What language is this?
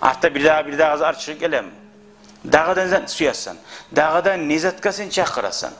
Kumyk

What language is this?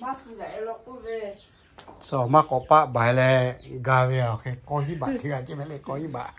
Lahu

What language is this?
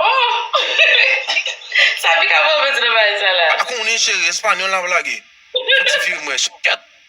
Haitian Creole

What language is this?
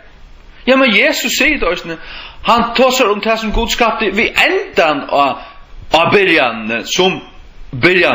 Faroese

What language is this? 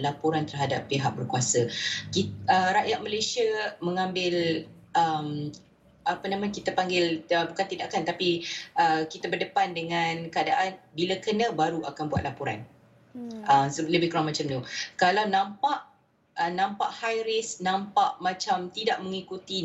Malay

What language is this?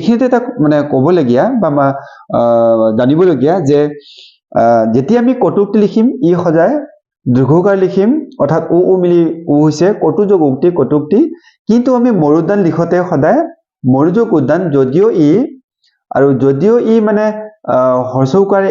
Assamese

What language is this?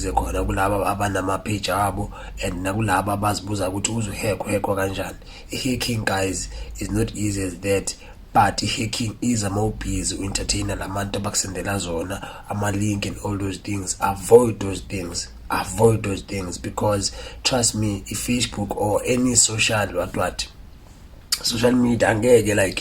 Zulu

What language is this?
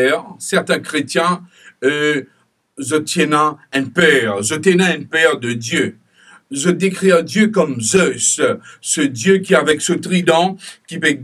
Morisyen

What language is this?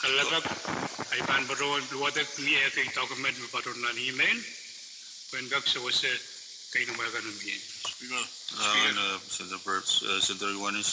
Pohnpeian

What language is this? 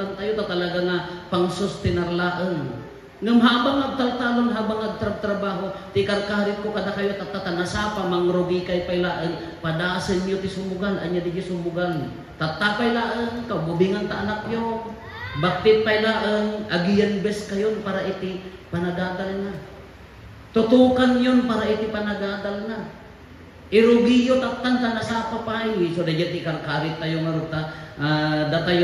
Iloko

